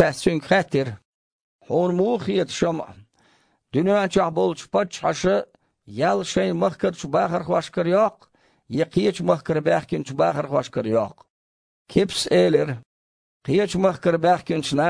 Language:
Chechen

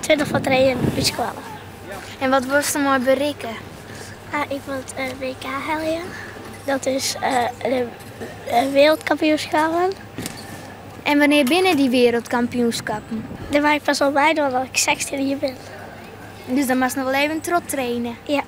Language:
Western Frisian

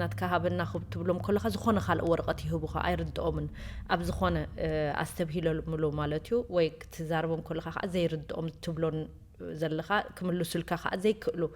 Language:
Tigrinya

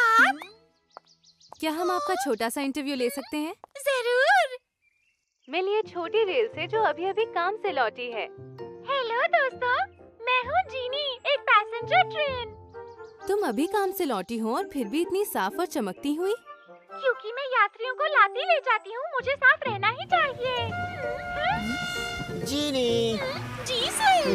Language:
Hindi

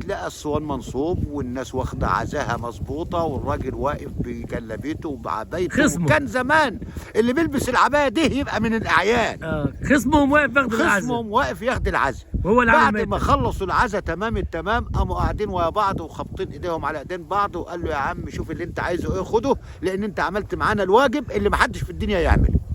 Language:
Egyptian Arabic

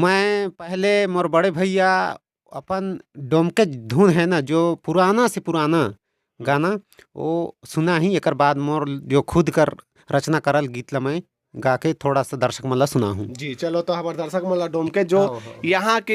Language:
Chhattisgarhi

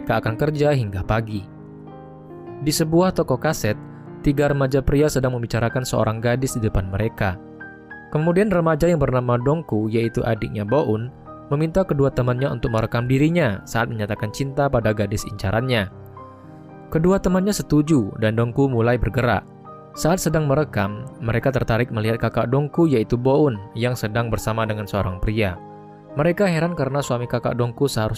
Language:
Indonesian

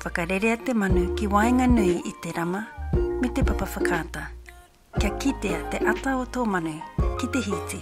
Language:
Māori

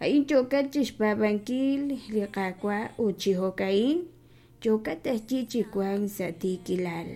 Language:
Kekchí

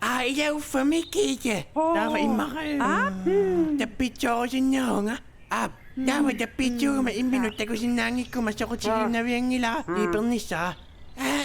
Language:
Kalaallisut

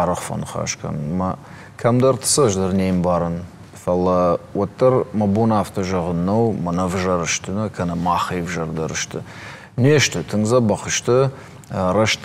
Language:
Ossetic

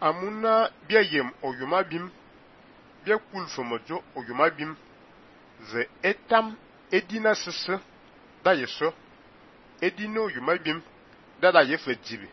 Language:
Fang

